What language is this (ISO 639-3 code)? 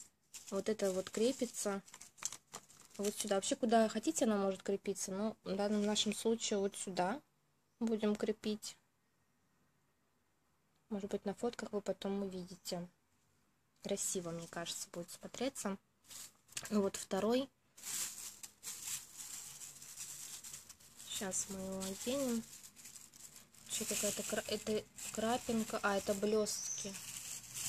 rus